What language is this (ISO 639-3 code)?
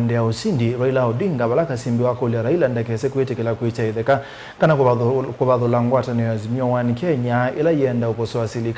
kam